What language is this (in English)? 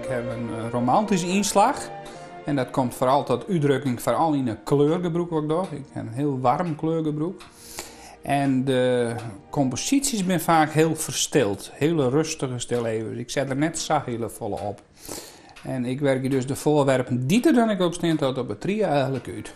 Western Frisian